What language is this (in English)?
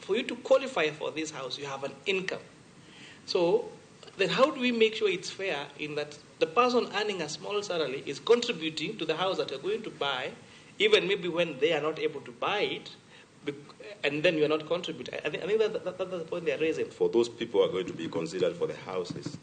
Luo (Kenya and Tanzania)